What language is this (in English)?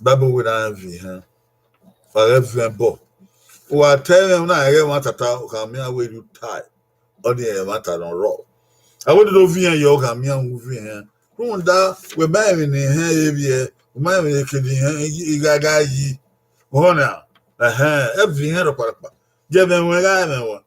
Bini